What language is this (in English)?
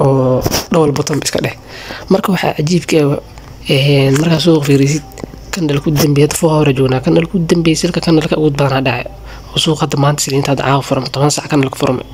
Somali